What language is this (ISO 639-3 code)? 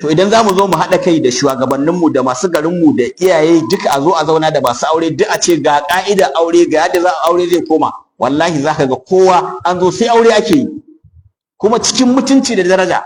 hau